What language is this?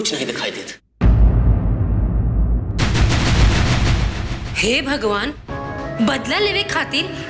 Bhojpuri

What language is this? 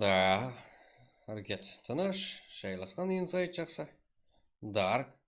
Kara-Kalpak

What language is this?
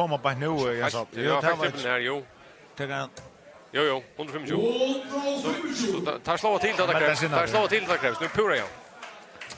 Faroese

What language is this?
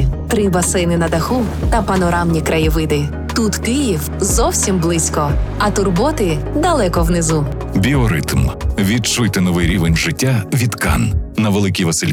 Ukrainian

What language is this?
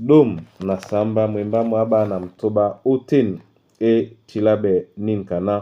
Duala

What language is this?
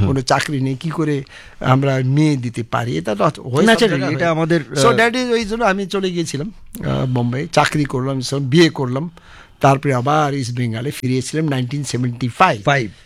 Bangla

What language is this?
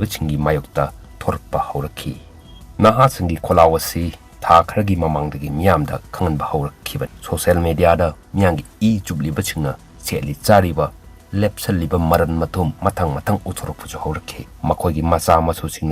Manipuri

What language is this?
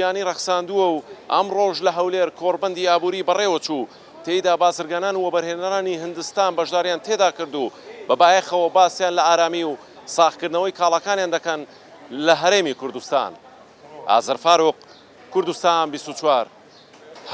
Central Kurdish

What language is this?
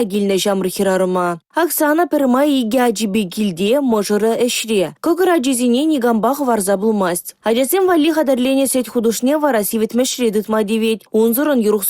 Chuvash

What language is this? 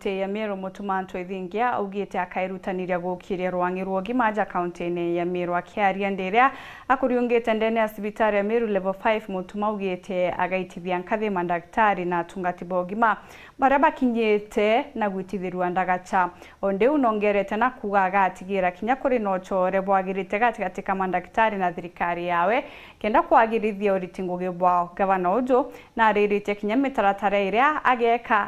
Meru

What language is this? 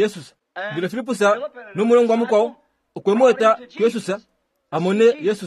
Kuanyama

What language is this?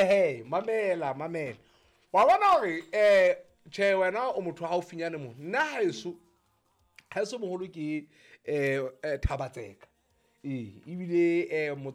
Southern Sotho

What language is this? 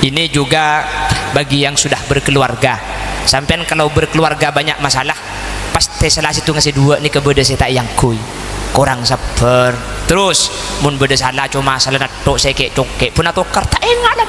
Madurese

